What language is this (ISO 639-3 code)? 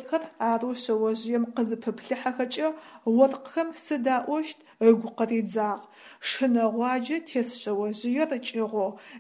ady